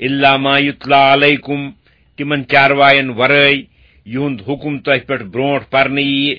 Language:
Kashmiri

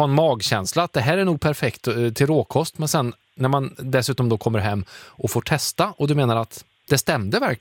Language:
Swedish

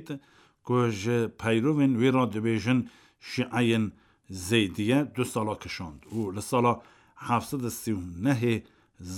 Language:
Kurdish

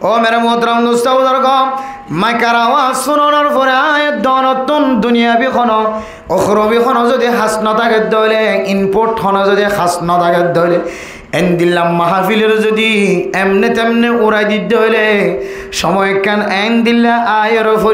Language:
Rohingya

